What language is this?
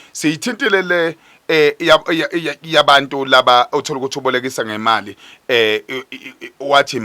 Zulu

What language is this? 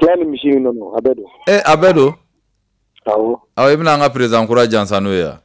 Bambara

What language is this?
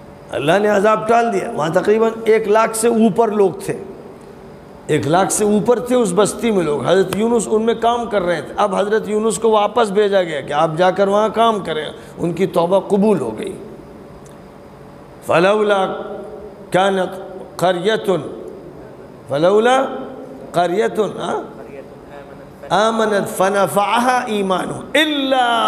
Urdu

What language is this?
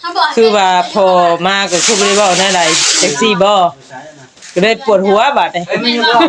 Northeastern Thai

